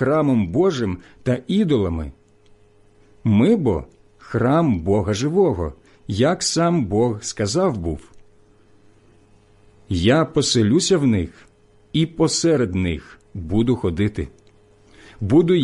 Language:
Ukrainian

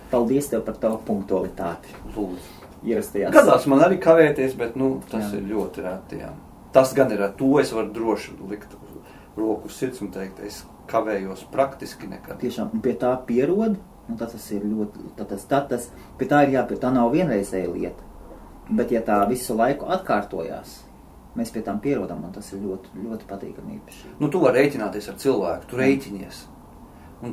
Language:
Latvian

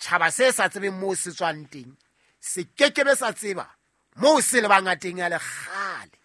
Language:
Southern Sotho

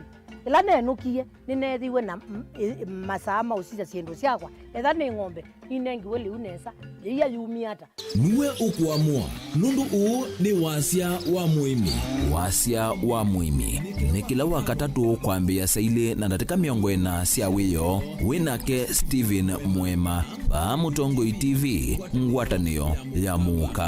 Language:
Kamba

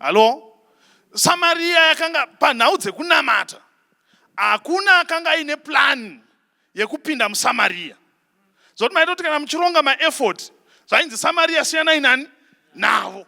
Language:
Shona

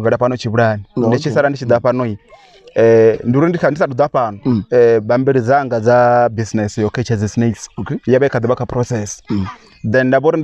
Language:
Venda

